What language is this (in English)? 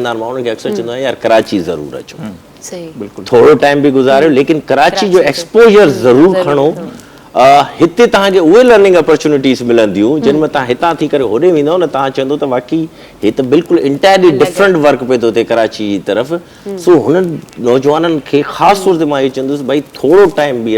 Sindhi